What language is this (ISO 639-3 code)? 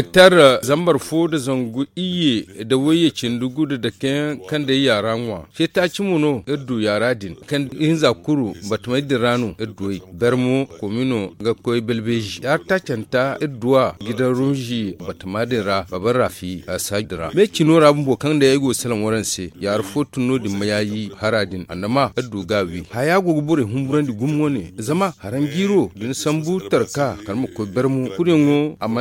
dje